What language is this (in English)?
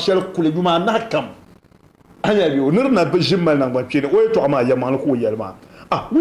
Dagbani